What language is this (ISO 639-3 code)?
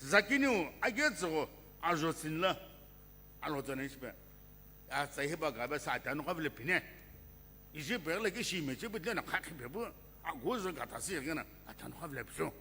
nsm